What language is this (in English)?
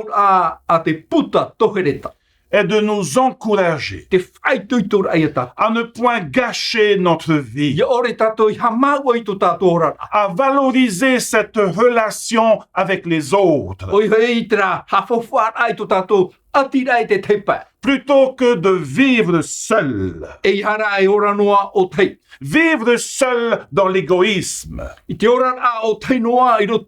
Tahitian